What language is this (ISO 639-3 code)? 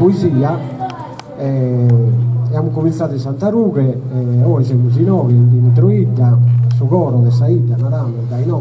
srd